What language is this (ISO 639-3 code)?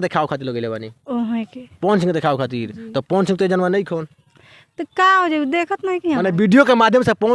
bho